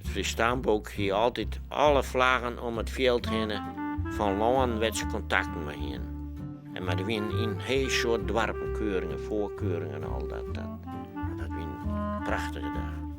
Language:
Western Frisian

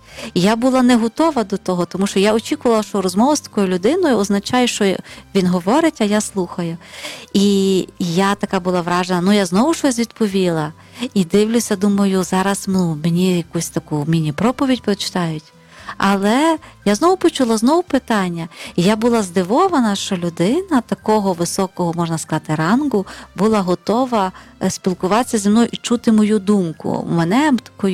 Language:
Ukrainian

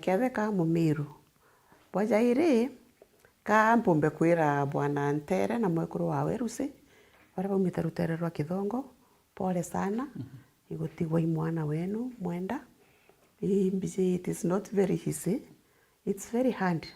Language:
Meru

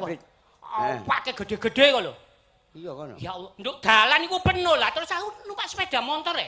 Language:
Javanese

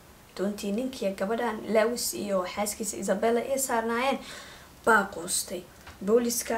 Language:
Somali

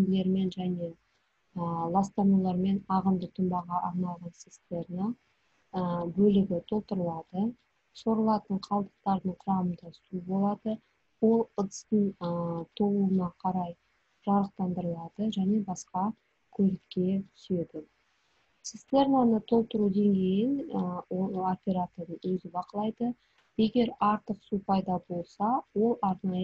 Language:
Kazakh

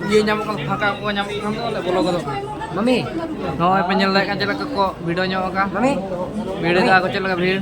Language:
Santali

